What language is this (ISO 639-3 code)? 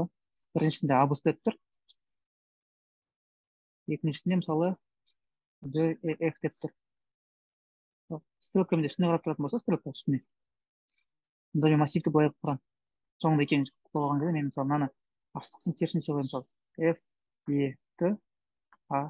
kaz